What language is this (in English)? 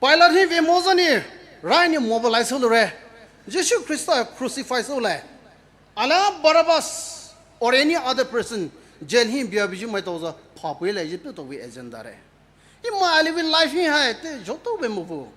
Poumei Naga